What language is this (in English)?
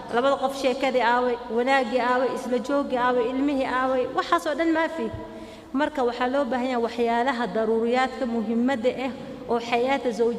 Somali